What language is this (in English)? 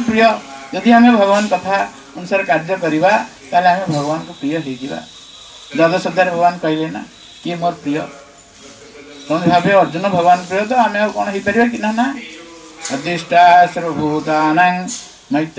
Odia